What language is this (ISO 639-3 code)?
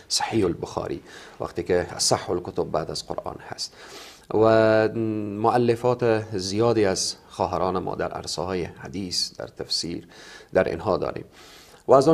fas